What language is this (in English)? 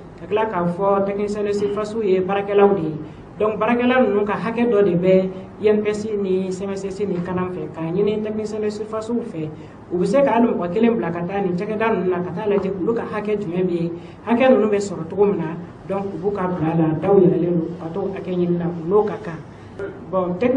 Bambara